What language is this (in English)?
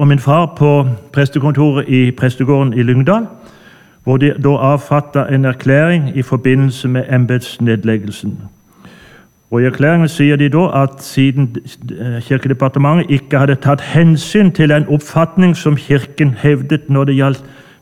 Norwegian